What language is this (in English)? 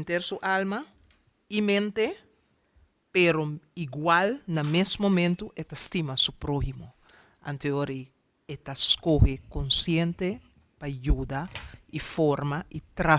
Papiamento